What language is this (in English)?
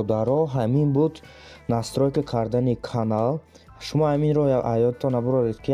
Tajik